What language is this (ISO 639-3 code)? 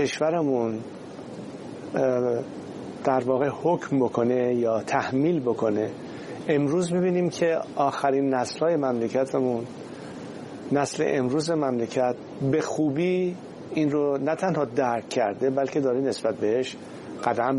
fas